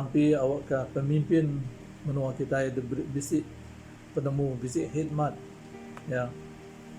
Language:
Iban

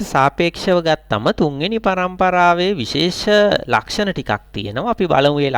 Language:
Sinhala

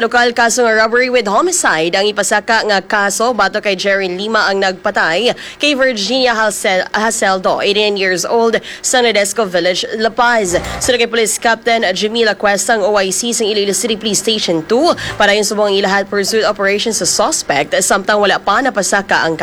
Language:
Hiligaynon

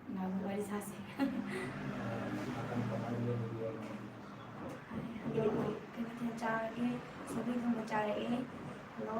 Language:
Manipuri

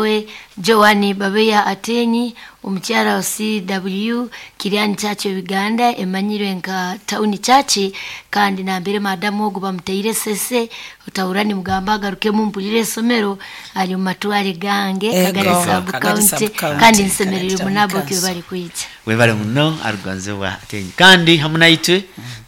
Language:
Nyoro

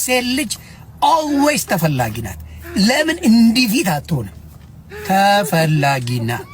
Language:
Amharic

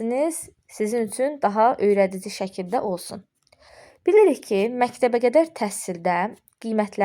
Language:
Azerbaijani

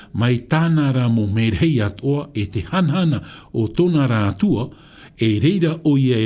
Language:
Tahitian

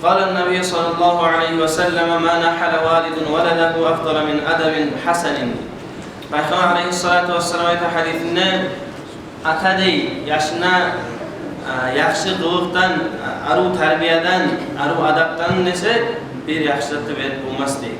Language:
Kumyk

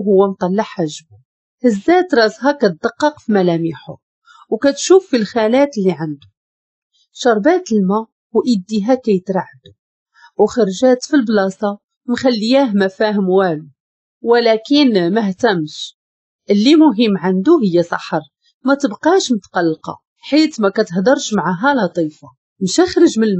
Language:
Moroccan Arabic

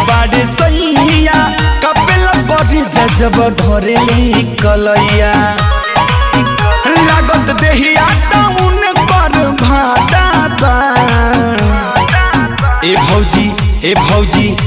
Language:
Bhojpuri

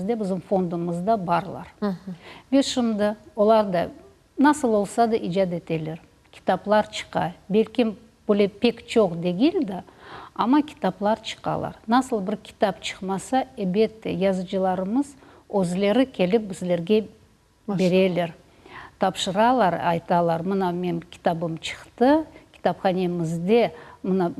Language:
Crimean Tatar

